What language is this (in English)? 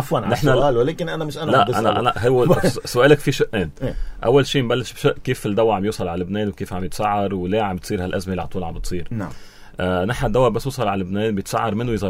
North Levantine Arabic